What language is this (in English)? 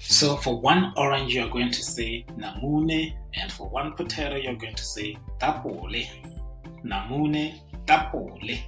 Tswana